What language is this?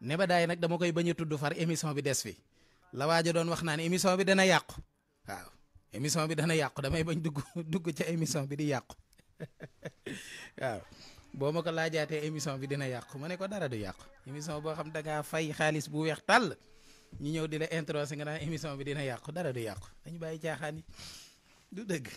Wolof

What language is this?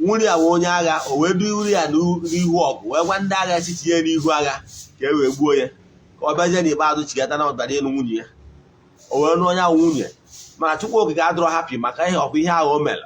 Igbo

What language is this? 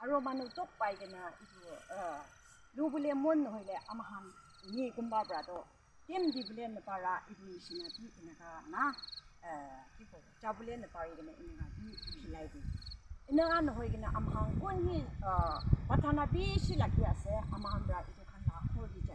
Yimchungru Naga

